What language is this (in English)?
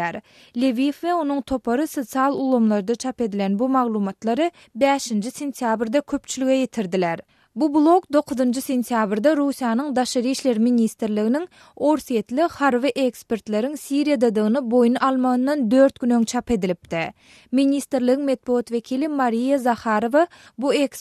Turkmen